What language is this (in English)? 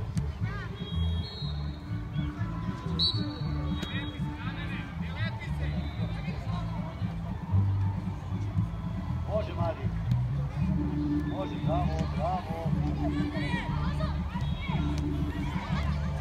Serbian